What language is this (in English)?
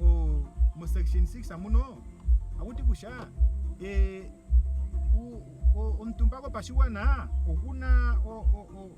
Ndonga